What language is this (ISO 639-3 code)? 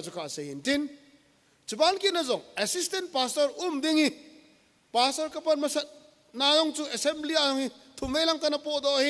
tcz